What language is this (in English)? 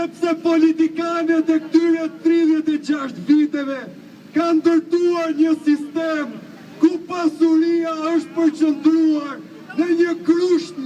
Albanian